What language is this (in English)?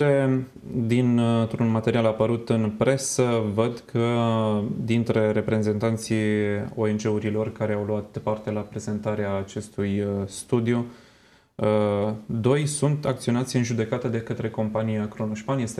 Romanian